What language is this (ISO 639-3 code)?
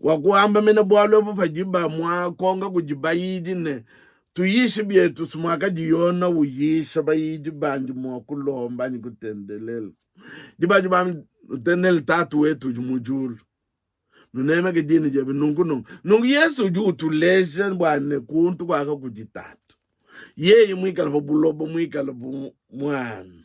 lua